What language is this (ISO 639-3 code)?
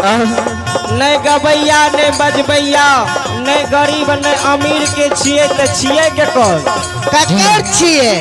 mai